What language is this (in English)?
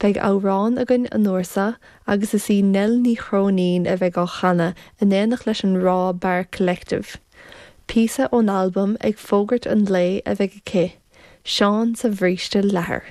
Irish